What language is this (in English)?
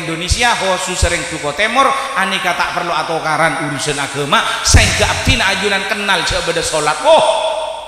Madurese